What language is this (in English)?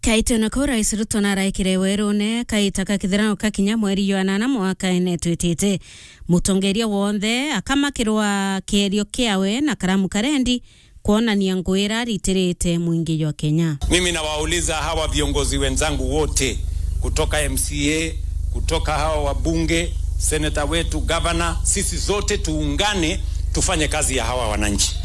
Meru